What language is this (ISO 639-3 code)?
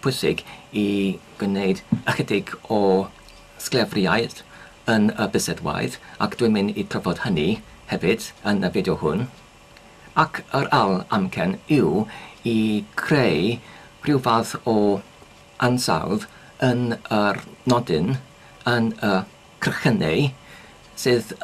cym